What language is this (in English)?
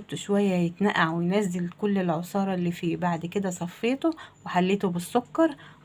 Egyptian Arabic